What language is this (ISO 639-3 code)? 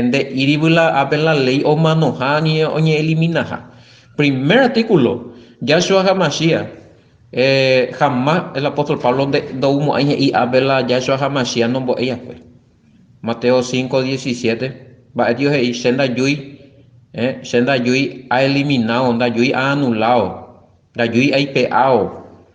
grn